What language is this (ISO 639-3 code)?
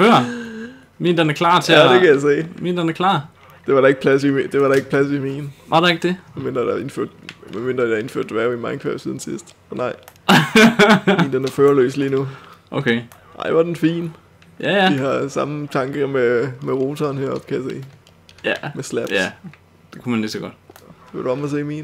dan